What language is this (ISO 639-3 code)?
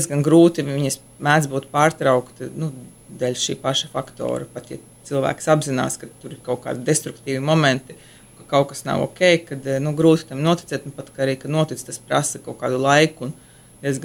lav